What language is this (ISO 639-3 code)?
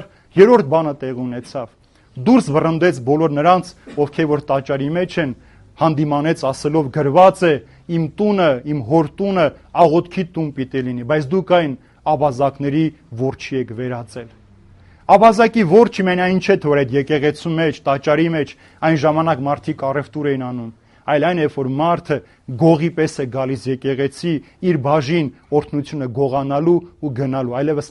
hye